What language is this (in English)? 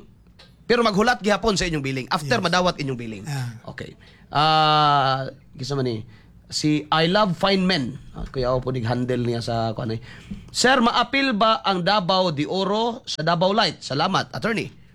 Cebuano